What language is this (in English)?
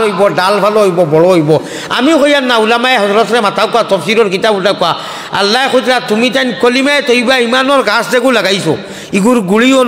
Sylheti